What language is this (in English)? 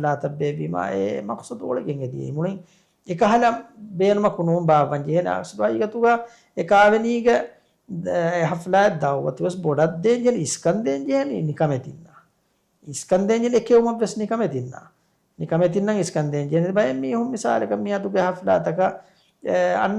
Divehi